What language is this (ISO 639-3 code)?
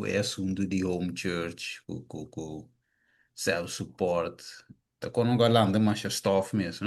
pap